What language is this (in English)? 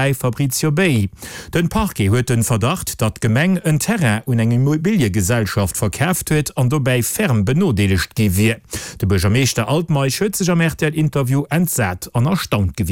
Luxembourgish